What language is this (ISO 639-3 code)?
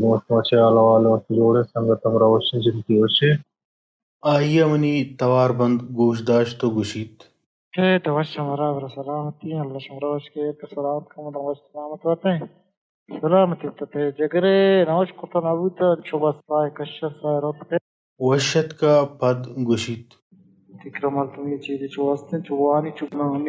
bal